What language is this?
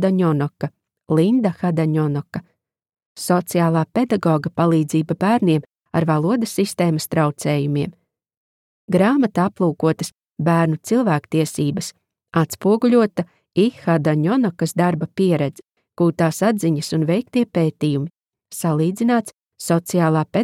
Latvian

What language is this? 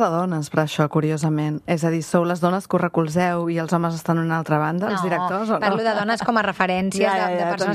Catalan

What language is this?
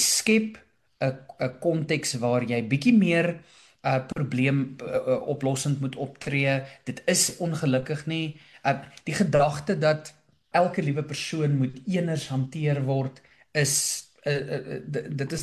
Afrikaans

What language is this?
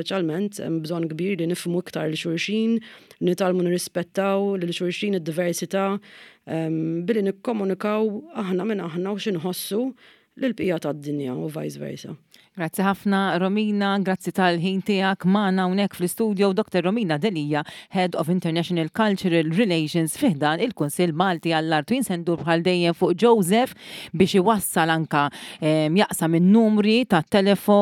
Maltese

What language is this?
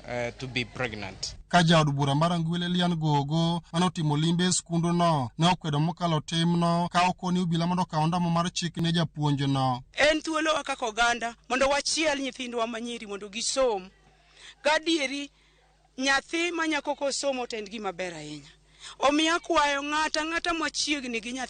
Luo (Kenya and Tanzania)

